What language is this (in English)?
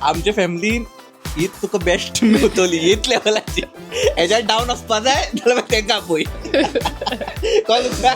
Konkani